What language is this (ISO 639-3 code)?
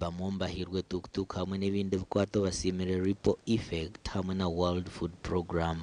nyn